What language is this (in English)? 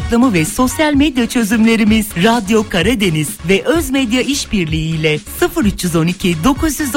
Turkish